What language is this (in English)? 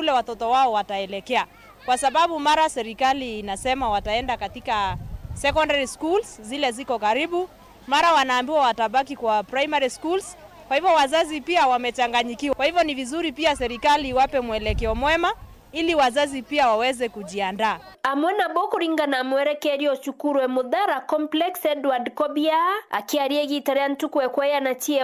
Meru